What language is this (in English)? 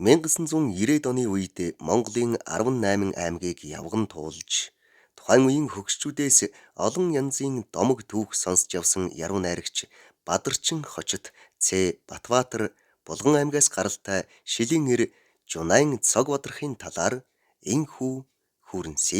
Mongolian